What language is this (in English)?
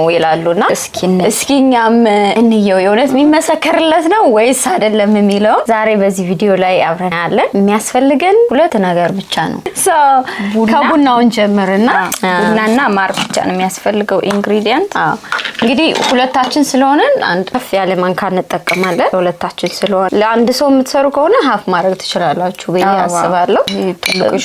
Amharic